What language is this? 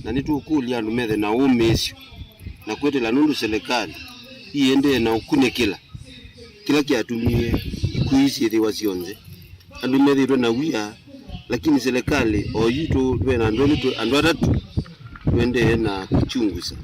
Kamba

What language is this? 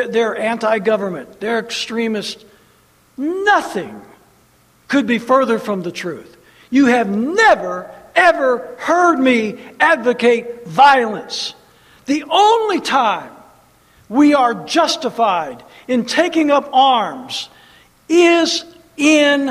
English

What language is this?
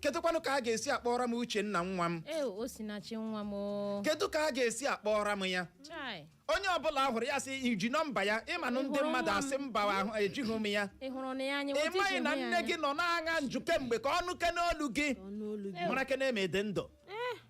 Igbo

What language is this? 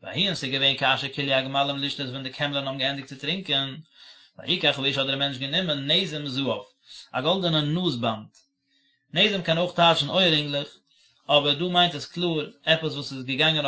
Yiddish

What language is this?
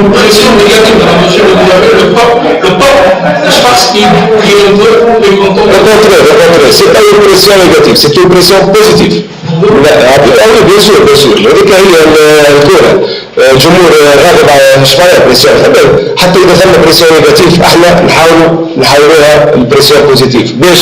Kabyle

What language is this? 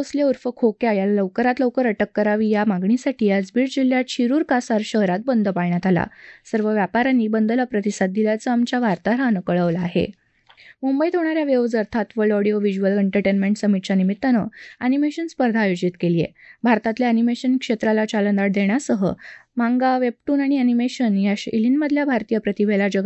Marathi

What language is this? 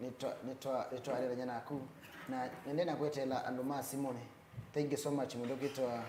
Kamba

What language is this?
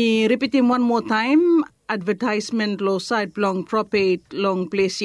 Bislama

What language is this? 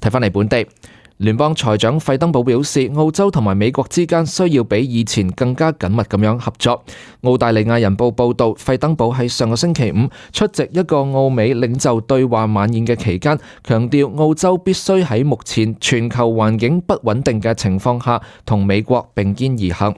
Cantonese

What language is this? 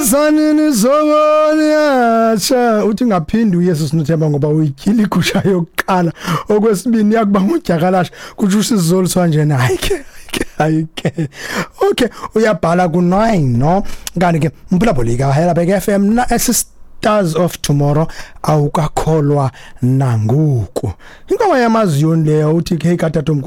Xhosa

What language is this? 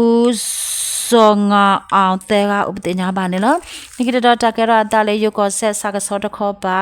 S'gaw Karen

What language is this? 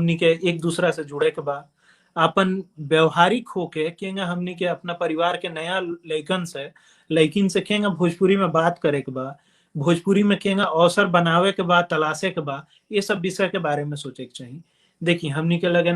Bhojpuri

